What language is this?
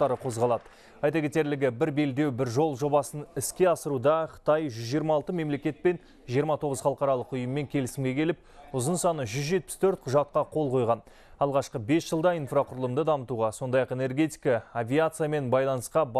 Kazakh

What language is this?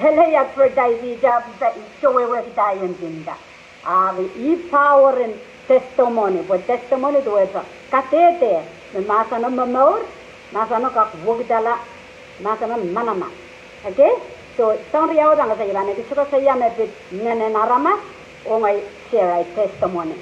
Pohnpeian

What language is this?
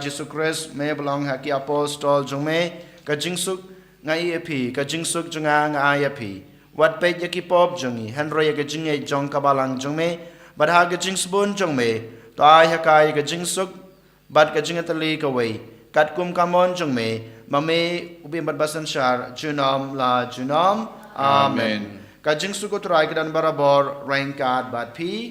Khasi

